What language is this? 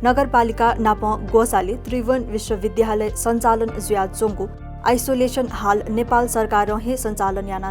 Newari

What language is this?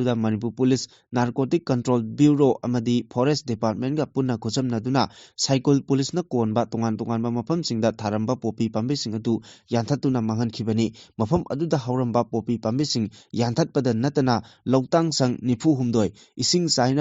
Manipuri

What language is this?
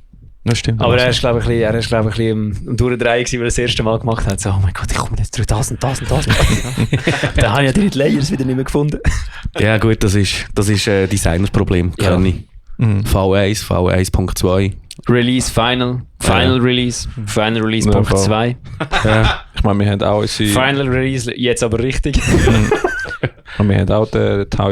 Swiss German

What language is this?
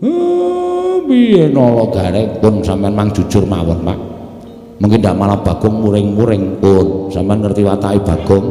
Javanese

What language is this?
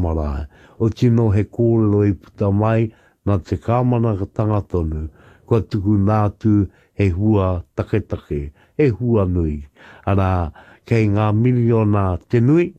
Māori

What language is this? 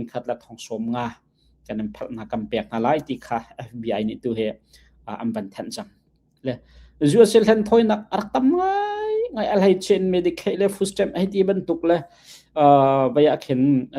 Hakha Chin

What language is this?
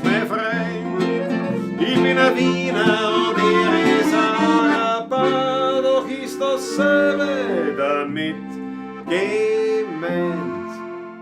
Bavarian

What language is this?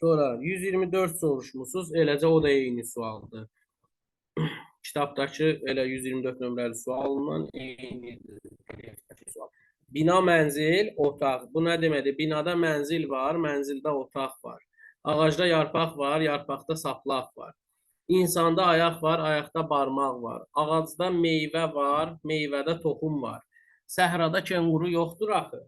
Azerbaijani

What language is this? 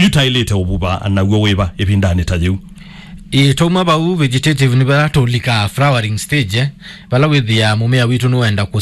Kamba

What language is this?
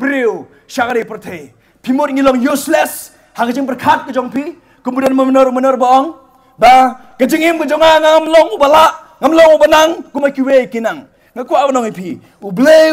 Khasi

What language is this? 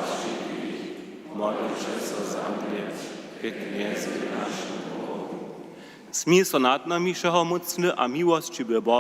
Upper Sorbian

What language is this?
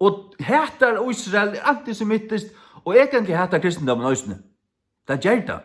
Faroese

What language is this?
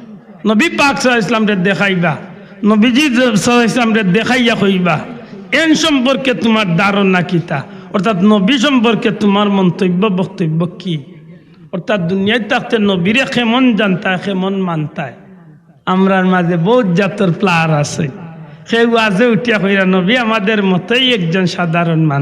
Sylheti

